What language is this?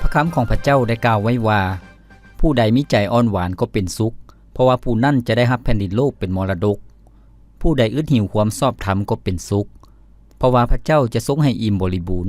Lao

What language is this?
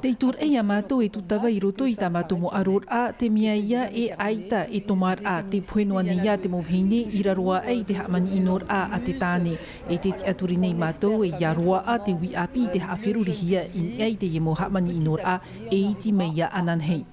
Tahitian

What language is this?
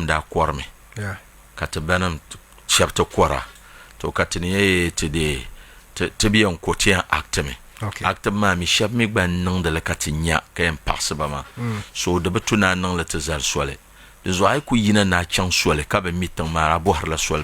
Dagbani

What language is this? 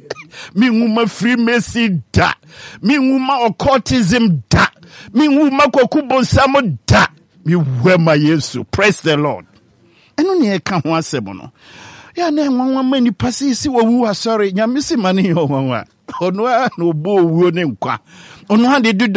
Akan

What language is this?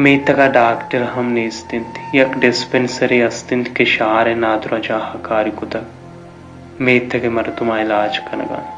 Baluchi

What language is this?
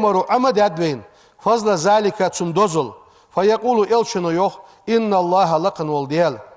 Ingush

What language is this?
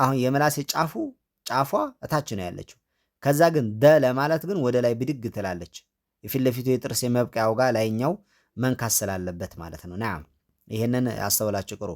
Amharic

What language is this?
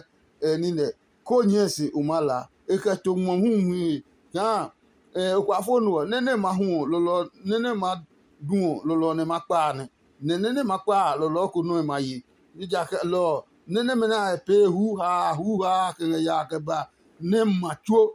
Adangme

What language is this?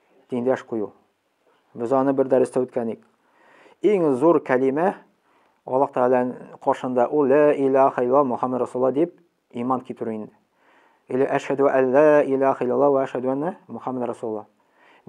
Tatar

